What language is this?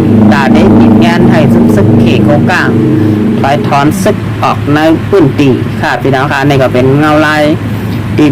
Shan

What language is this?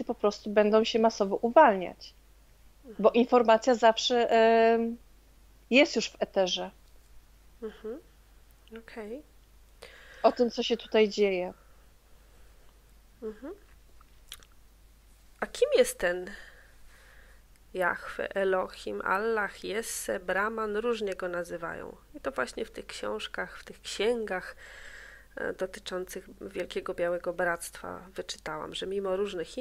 Polish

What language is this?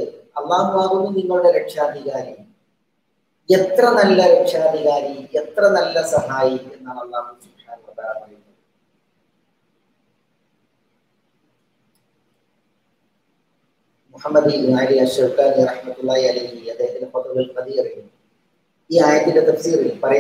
Malayalam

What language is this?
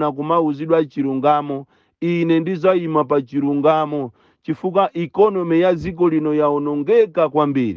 Nyanja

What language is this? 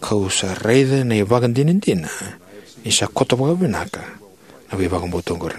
Fijian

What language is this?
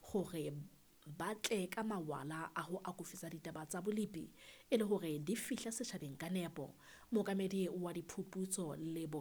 Southern Sotho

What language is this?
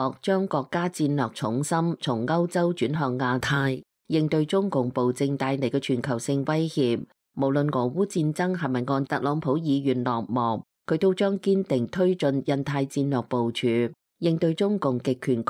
Cantonese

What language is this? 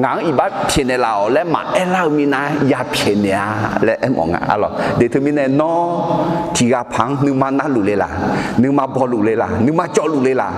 Akha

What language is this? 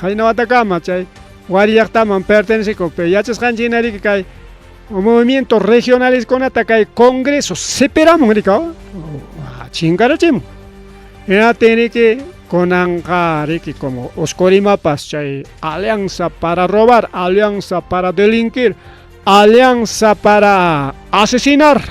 Ayacucho Quechua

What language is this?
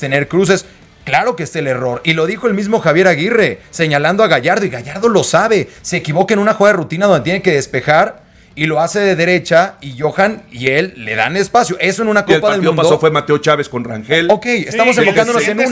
Spanish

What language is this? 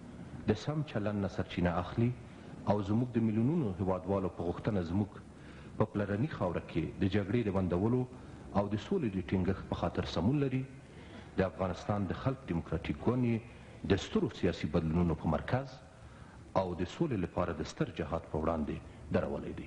Pashto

